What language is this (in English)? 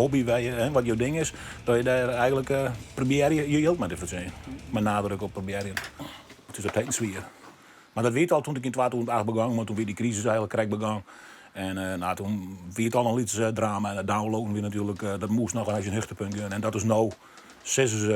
Western Frisian